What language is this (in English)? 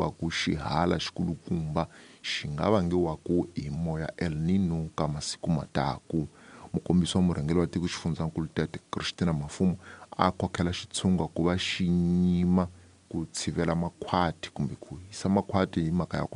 Tsonga